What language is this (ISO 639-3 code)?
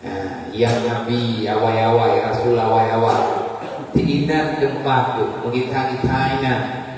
ace